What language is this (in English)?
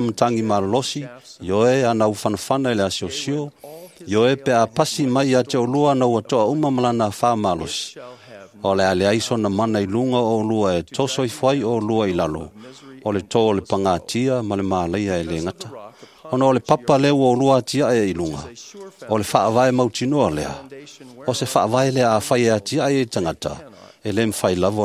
Samoan